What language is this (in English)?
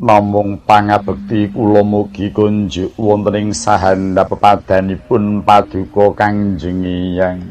Javanese